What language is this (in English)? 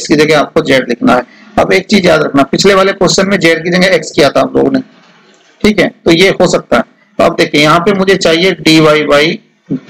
Hindi